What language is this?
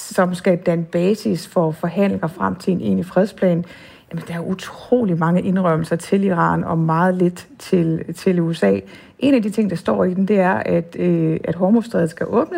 Danish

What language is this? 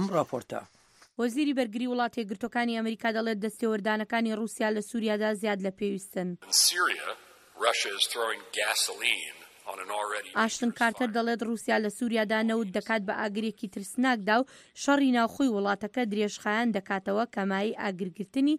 Central Kurdish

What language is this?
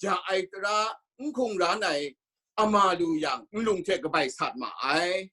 Kachin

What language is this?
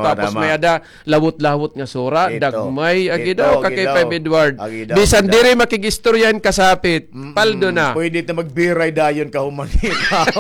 Waray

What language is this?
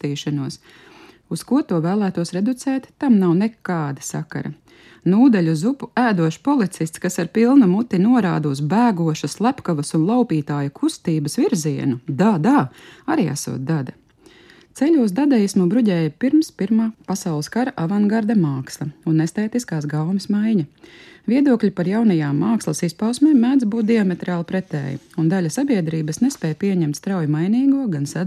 Latvian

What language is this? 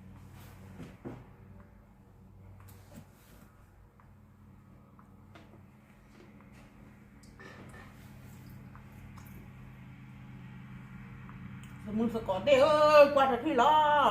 S'gaw Karen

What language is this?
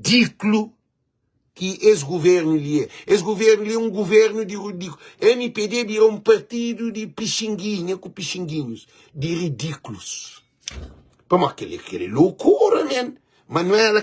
Kabuverdianu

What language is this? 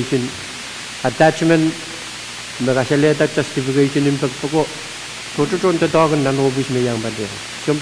Pohnpeian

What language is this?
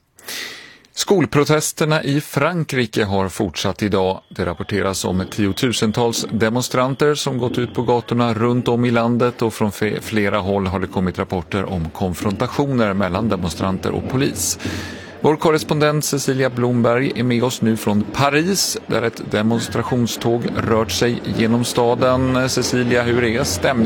Swedish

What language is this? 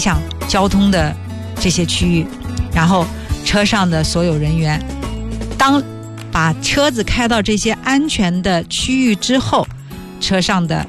Chinese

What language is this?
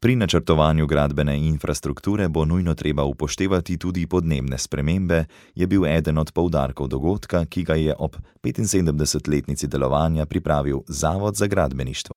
Slovenian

